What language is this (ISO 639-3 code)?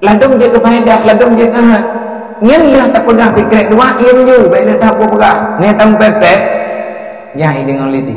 ace